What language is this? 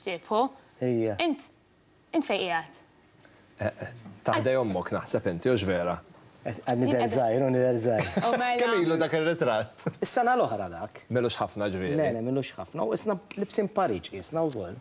Maltese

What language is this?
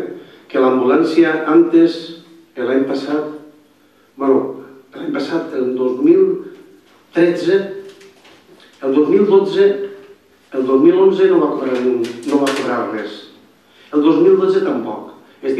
Catalan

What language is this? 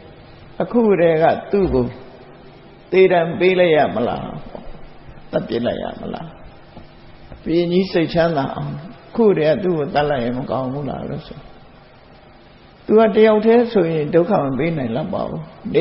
Burmese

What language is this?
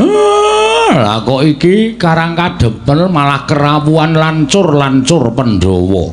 Javanese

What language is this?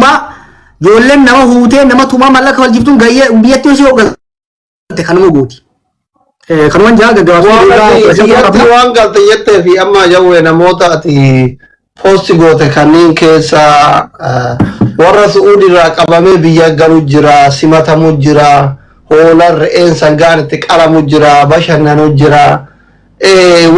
Oromo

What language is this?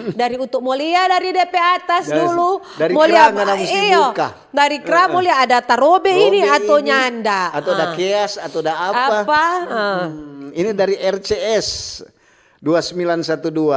Manado Malay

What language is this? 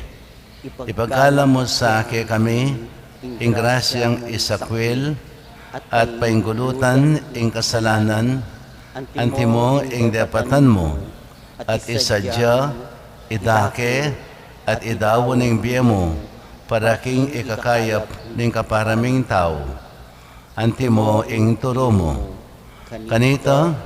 Pampanga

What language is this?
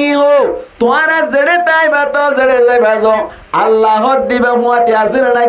Rohingya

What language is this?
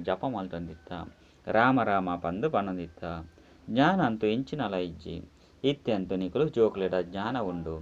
Tulu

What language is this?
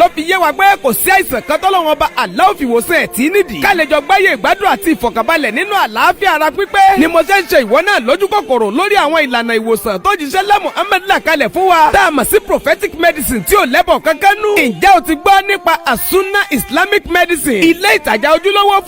Yoruba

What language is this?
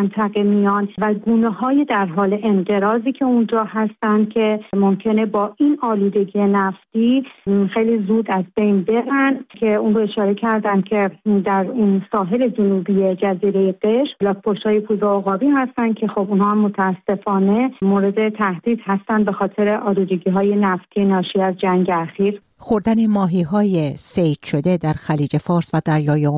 Persian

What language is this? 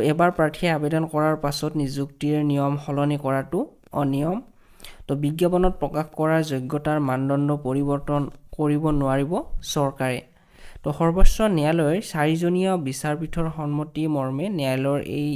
Assamese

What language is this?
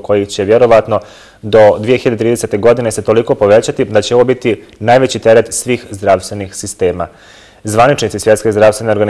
Bosnian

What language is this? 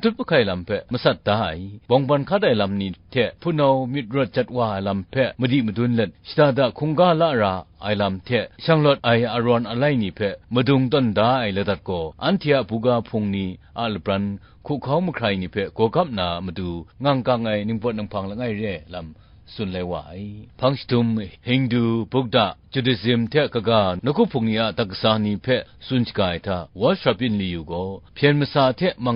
Kachin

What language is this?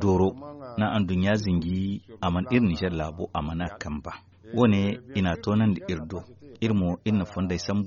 Zarma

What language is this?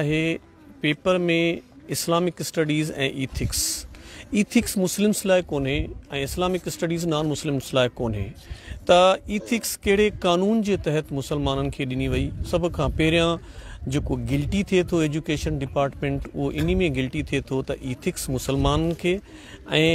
Sindhi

